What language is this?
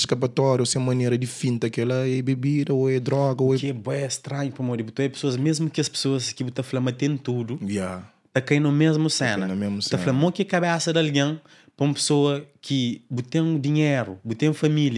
Kabuverdianu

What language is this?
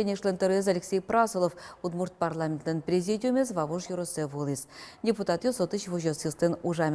Udmurt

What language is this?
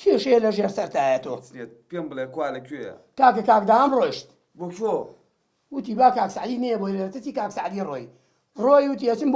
Central Kurdish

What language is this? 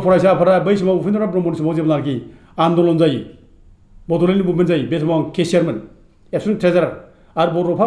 Bodo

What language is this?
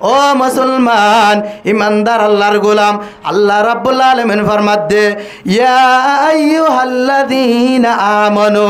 Rohingya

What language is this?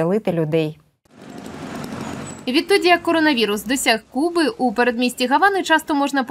Ukrainian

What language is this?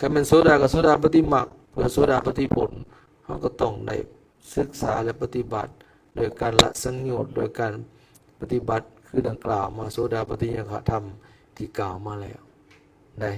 Lao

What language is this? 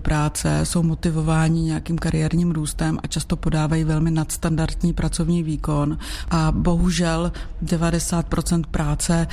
Czech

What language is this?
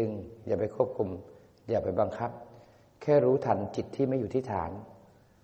Thai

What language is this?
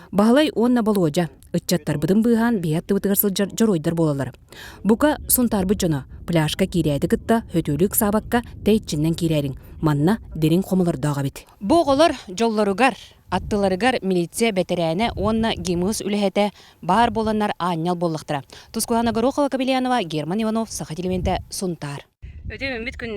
Yakut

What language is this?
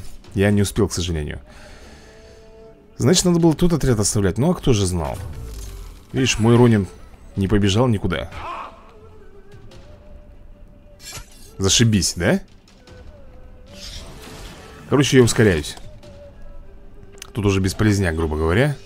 Russian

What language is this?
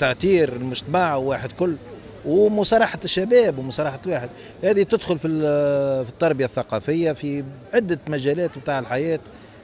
Tunisian Arabic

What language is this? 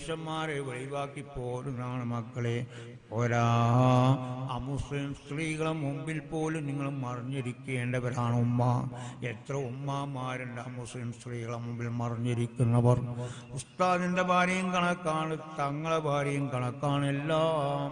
Malayalam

